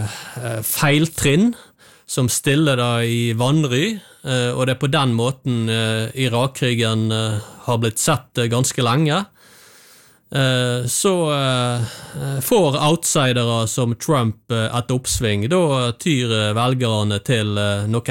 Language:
Norwegian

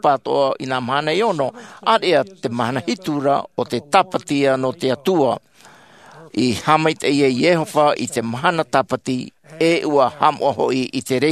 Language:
Tahitian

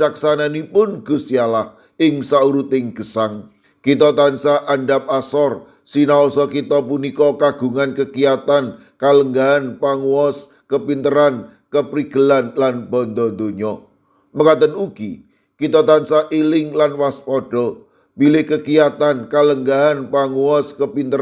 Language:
Javanese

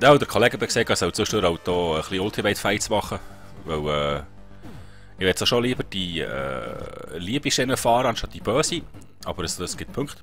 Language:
Swiss German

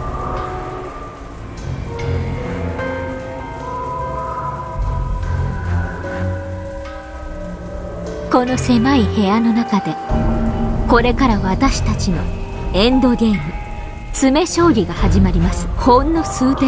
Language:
Japanese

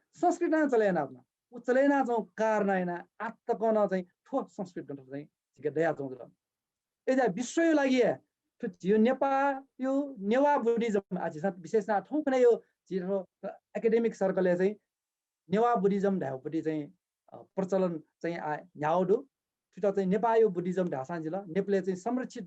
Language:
Newari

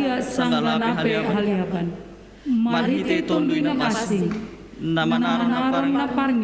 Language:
Batak Simalungun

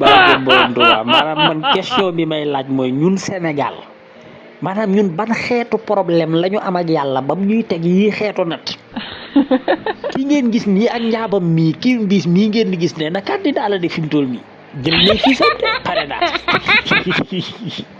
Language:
Wolof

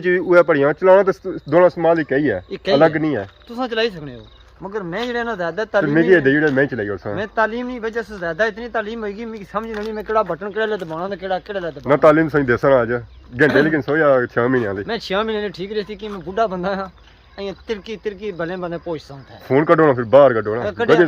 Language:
Pahari-Potwari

